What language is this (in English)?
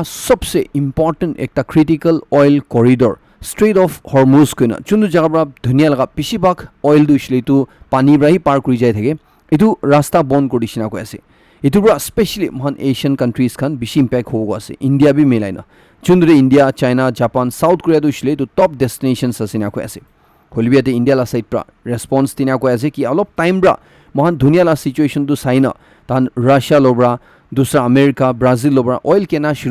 Naga Pidgin